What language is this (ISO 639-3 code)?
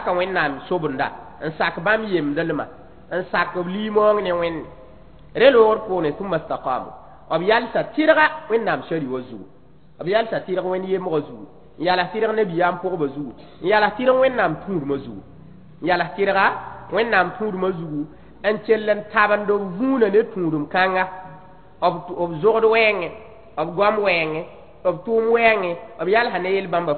mos